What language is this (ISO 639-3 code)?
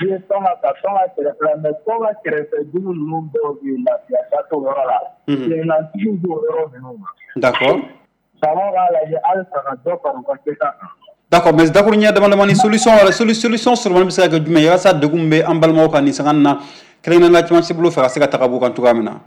bam